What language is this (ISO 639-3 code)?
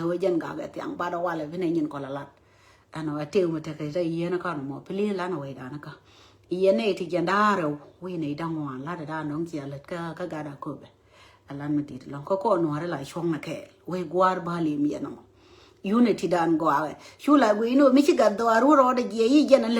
nus